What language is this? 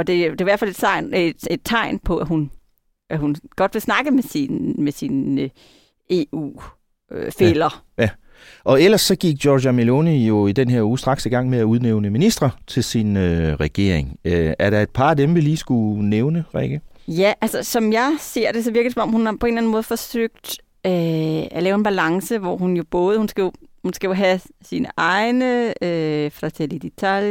Danish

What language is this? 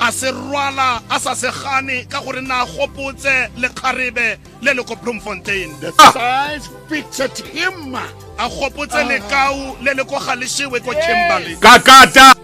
Tswana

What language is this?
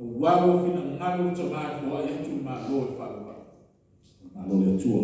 Samoan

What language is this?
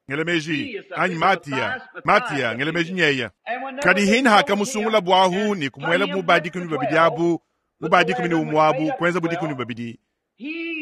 Luba-Lulua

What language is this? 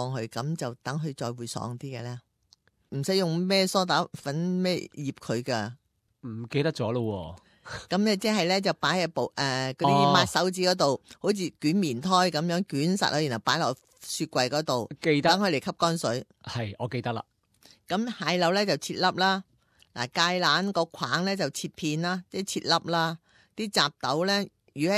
Cantonese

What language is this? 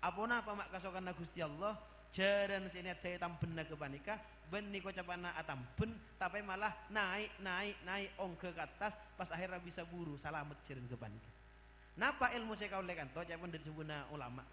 Madurese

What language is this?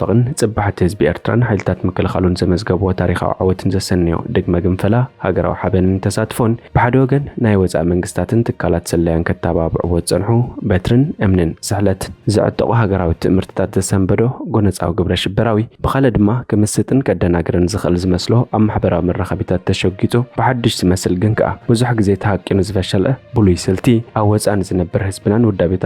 Tigrinya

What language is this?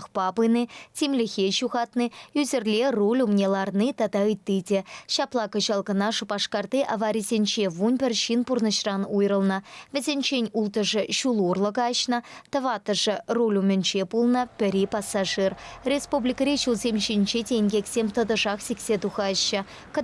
Chuvash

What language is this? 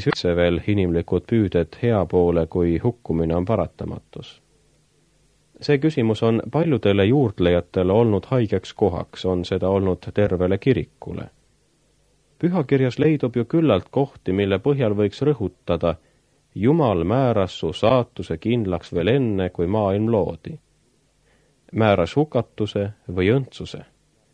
Estonian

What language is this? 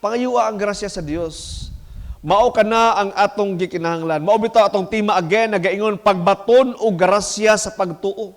Cebuano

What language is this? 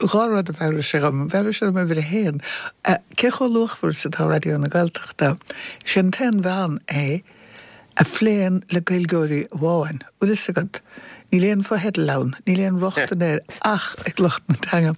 Irish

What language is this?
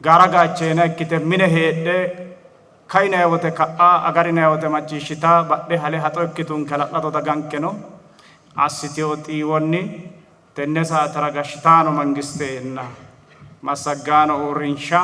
Sidamo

